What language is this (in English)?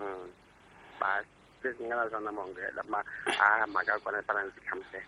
Tsonga